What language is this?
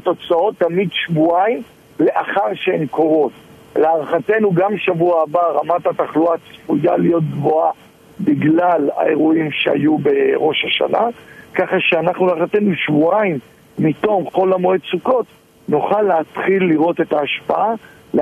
Hebrew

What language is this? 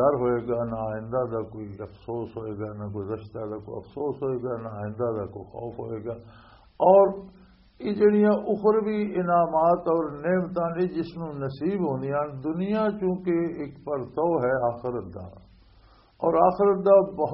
Western Panjabi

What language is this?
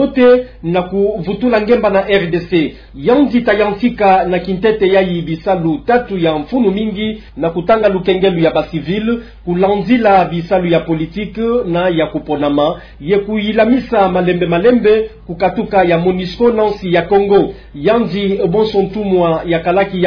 Kituba (Democratic Republic of Congo)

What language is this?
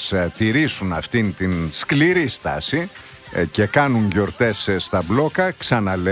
Greek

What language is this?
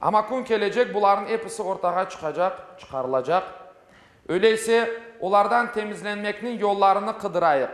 Crimean Tatar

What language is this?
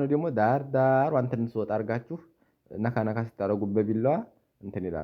Amharic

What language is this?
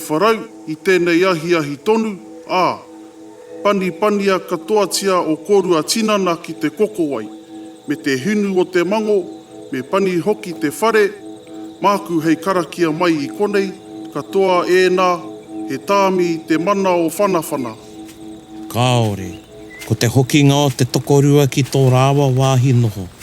Māori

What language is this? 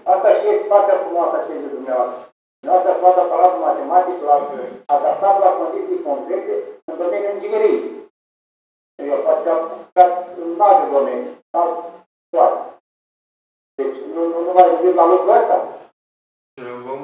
Romanian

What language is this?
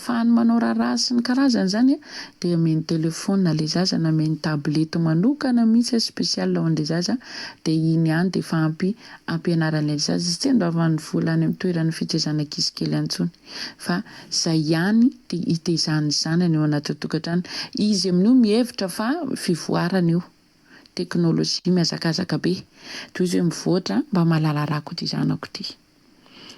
Malagasy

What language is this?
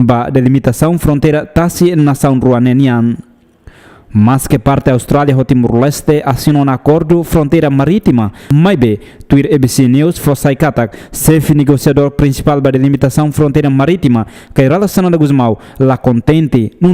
Tetum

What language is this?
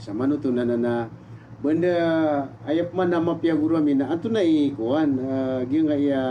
Maranao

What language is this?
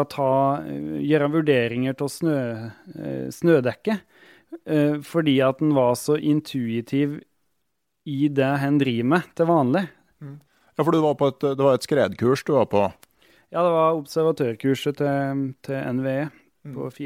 Norwegian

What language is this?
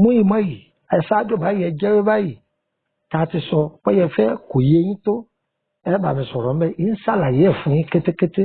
Yoruba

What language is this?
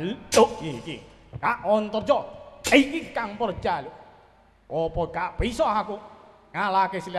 Javanese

